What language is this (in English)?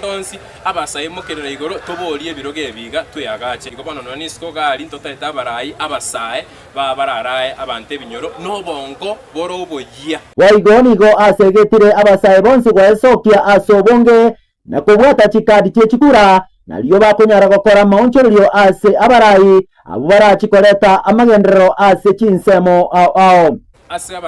Gusii